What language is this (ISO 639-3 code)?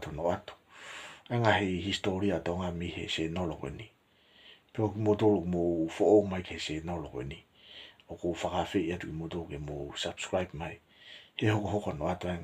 ton